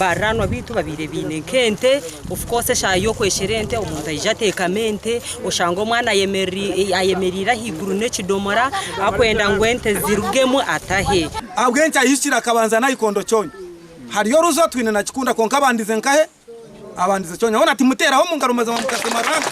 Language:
Nyankole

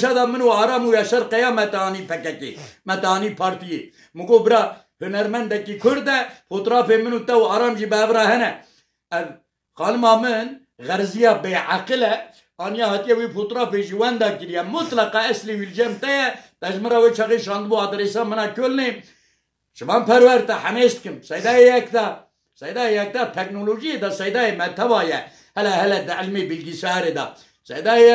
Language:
Kurdish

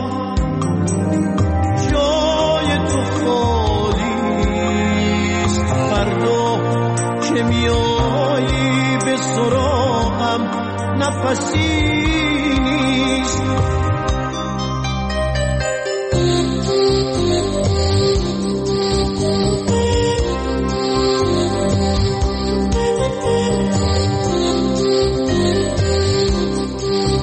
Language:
Persian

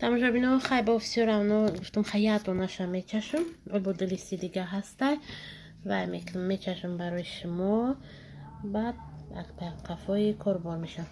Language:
Tajik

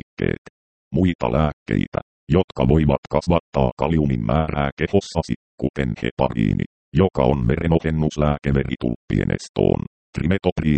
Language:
Finnish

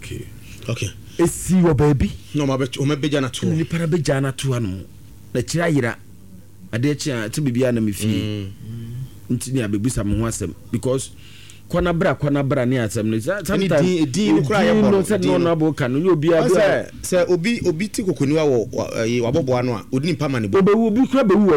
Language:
Akan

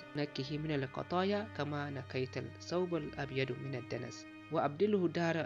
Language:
Zarma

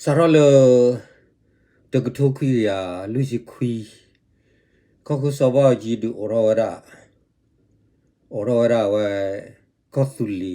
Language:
S'gaw Karen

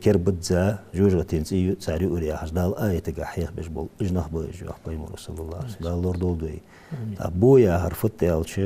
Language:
Ingush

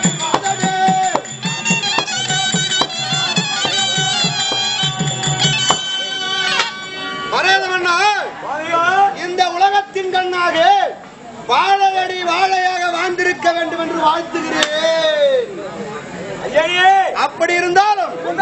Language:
Tamil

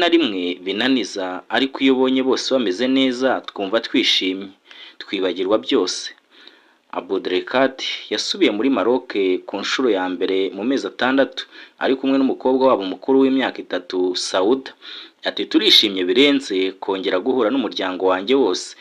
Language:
Kinyarwanda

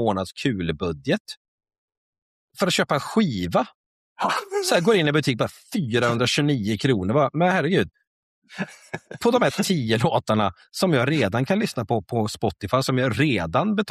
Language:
Swedish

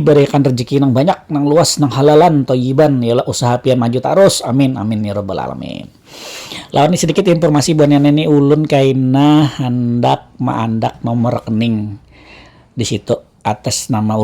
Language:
Banjar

